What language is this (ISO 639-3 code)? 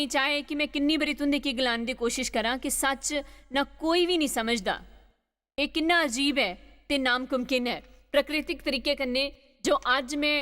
doi